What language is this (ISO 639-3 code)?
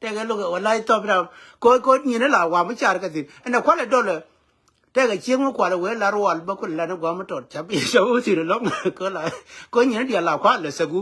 nus